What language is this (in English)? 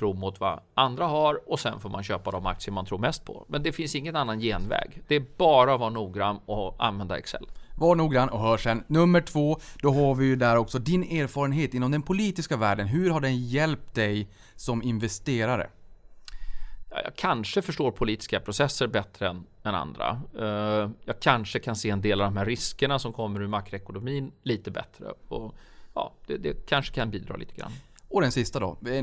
Swedish